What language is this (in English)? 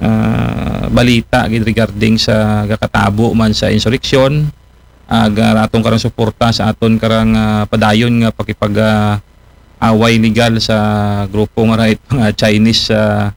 Aklanon